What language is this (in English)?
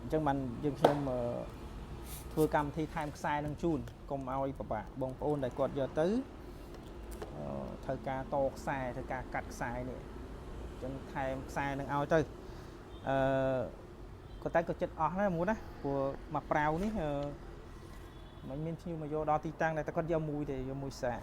Khmer